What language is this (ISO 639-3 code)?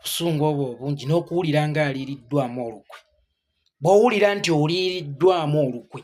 lug